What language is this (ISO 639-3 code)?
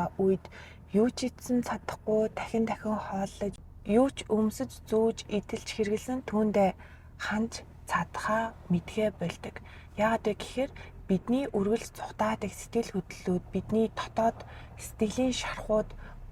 mon